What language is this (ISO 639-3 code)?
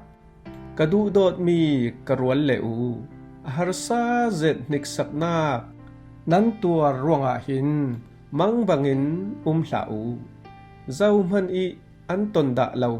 cfm